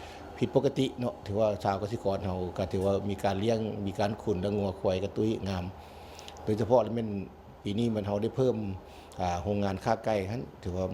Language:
Lao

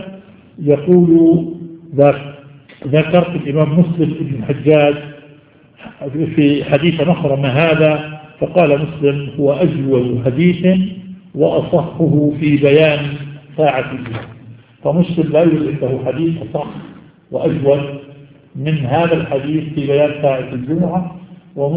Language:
Arabic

